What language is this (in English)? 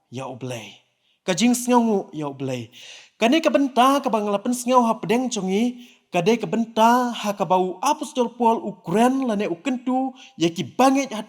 Khasi